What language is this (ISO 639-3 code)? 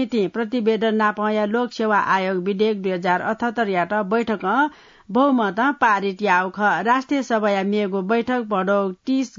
new